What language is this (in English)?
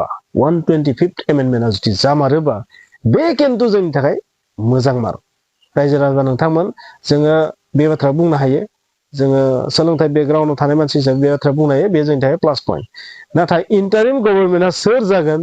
Bodo